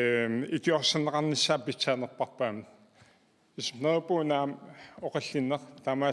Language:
Kalaallisut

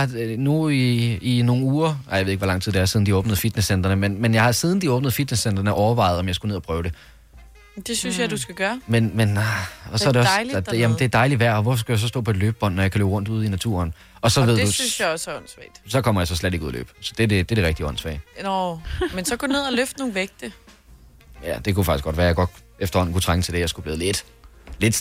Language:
Danish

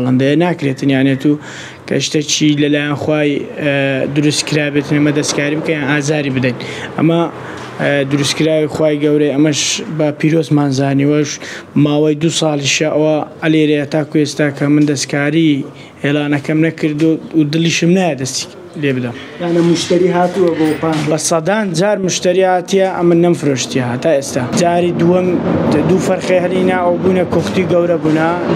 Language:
Central Kurdish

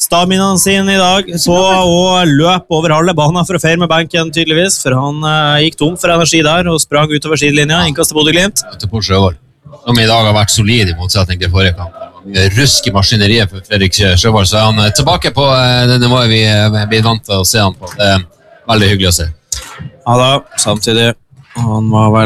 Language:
Norwegian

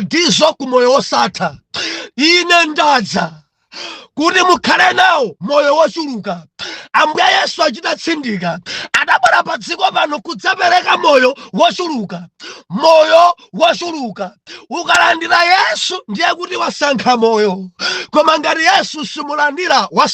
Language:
Nyanja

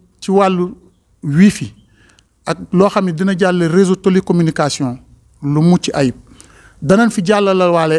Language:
Wolof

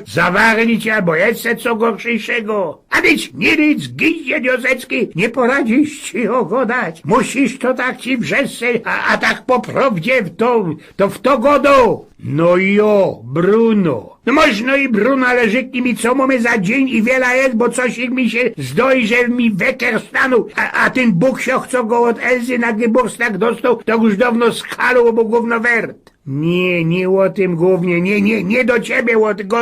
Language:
Silesian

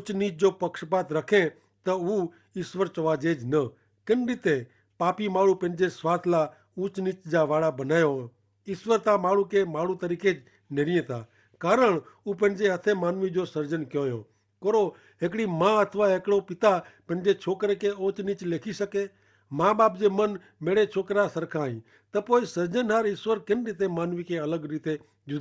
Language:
Kachhi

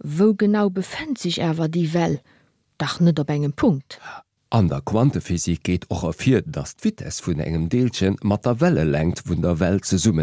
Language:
Luxembourgish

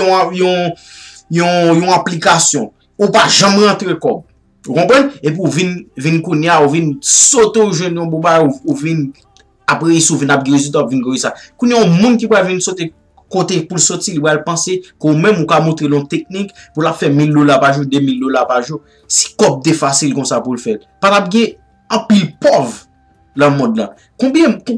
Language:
Haitian Creole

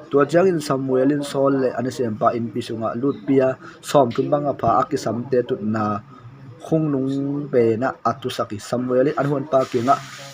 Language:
Tedim Chin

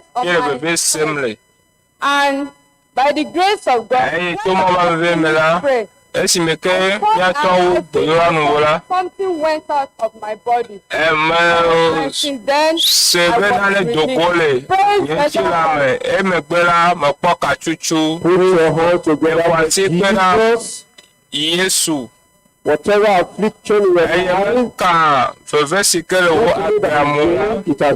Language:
Ewe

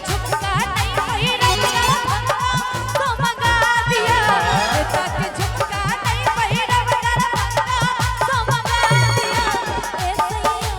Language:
Maithili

